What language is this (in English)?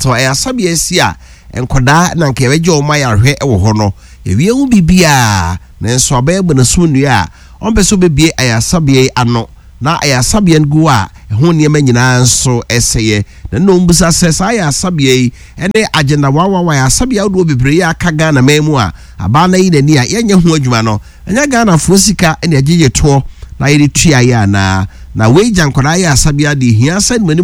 Akan